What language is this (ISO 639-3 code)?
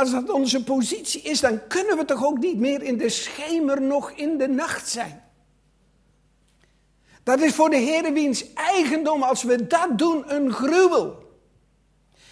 nld